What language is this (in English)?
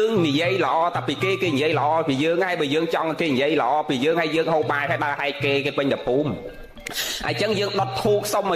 Khmer